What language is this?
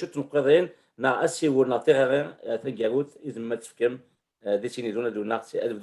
Kabyle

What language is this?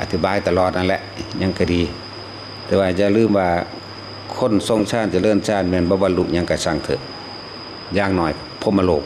Northeastern Thai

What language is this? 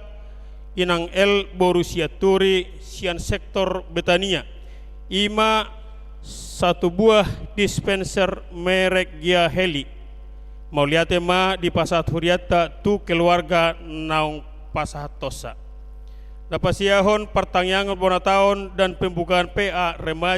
Batak Toba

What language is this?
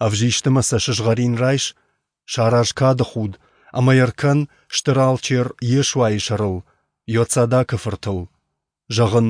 Ossetic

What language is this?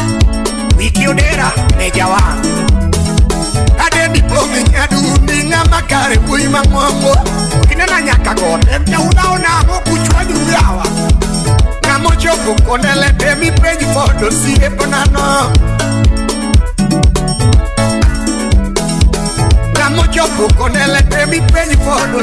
Luo (Kenya and Tanzania)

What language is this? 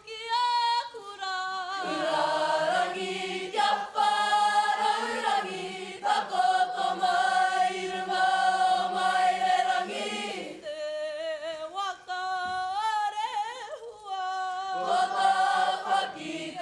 Māori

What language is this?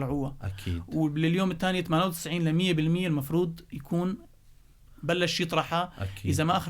North Levantine Arabic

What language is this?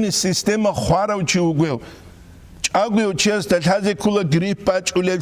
Avaric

